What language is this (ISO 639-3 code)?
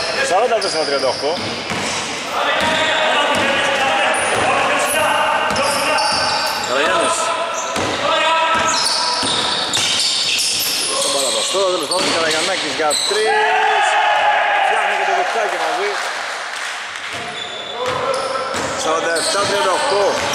ell